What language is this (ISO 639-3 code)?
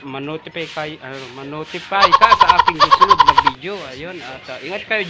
fil